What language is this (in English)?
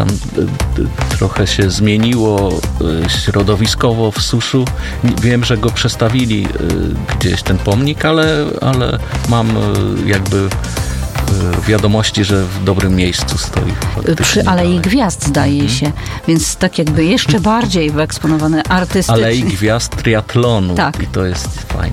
Polish